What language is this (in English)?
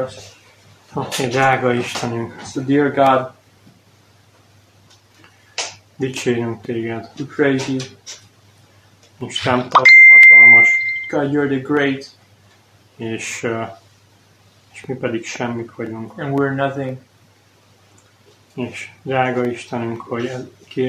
Hungarian